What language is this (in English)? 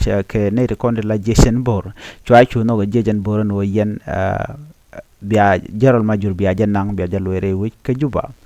Nuer